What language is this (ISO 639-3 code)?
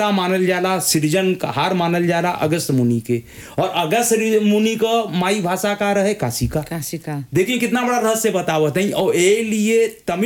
bho